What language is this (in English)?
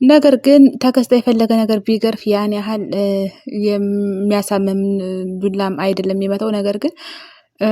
Amharic